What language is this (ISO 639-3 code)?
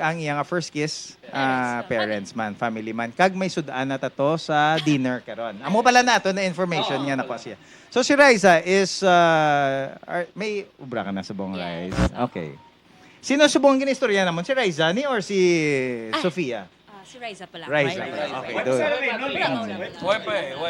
hil